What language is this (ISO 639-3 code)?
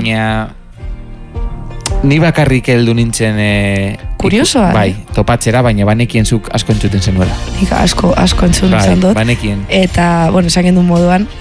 eus